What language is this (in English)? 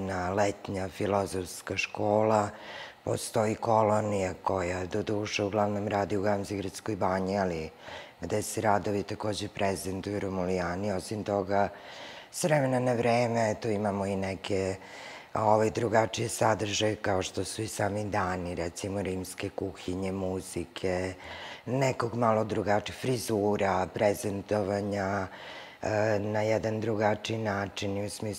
Serbian